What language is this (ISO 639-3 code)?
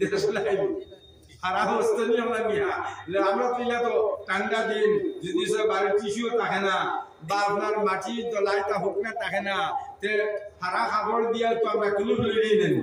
syl